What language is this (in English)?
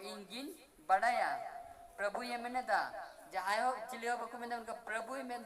Santali